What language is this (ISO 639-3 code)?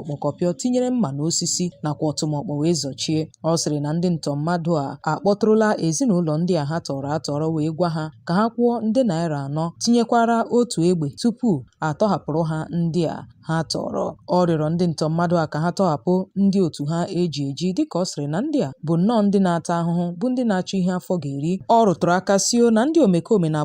ibo